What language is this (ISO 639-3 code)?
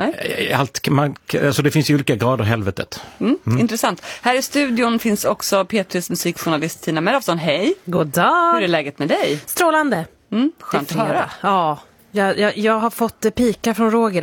swe